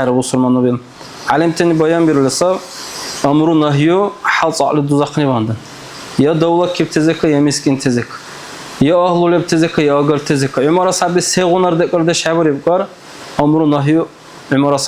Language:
Dargwa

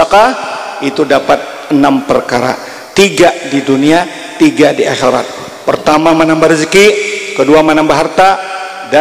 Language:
Banjar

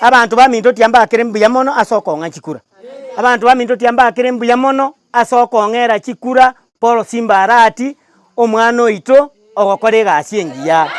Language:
Gusii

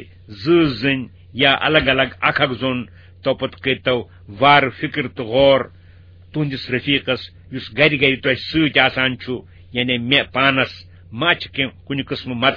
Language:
Kashmiri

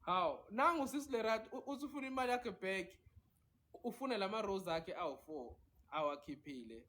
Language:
Zulu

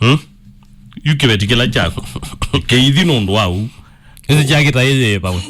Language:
Kamba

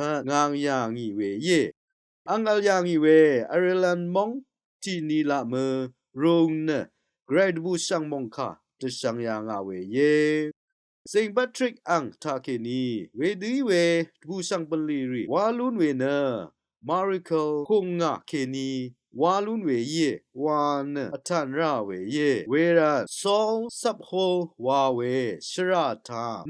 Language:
Rawang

